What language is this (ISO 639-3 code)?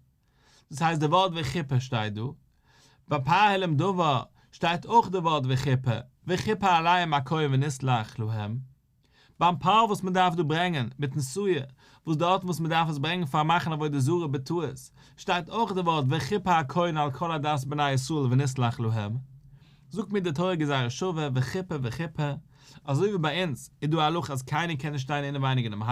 yid